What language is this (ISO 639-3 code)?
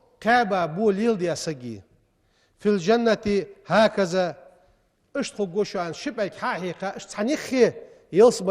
inh